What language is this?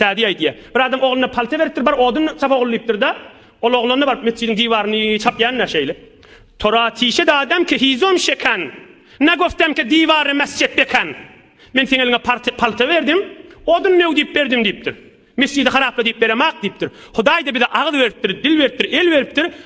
Turkmen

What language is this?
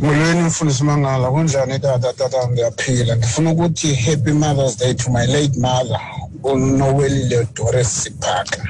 Xhosa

